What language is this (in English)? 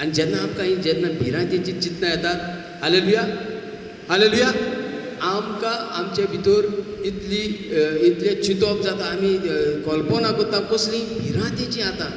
Konkani